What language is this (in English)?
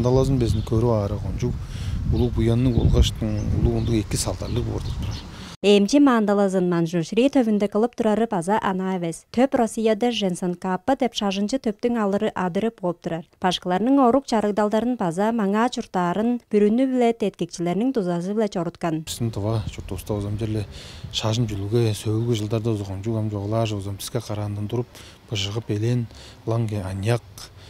Tuvinian